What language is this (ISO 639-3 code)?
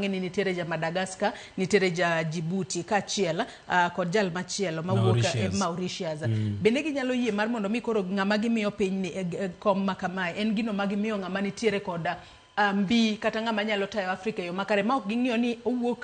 luo